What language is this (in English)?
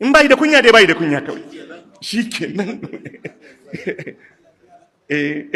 Hausa